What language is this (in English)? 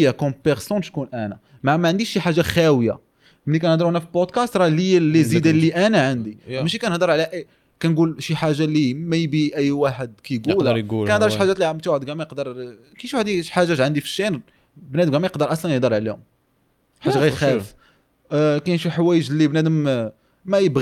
Moroccan Arabic